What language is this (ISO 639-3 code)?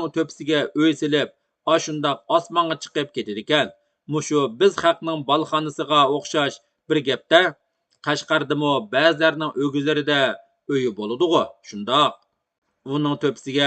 uig